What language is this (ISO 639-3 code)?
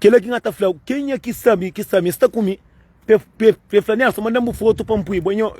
kea